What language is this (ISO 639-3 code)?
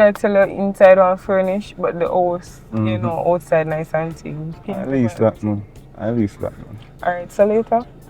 jam